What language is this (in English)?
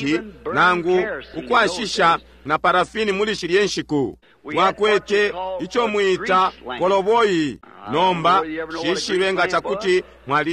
Bemba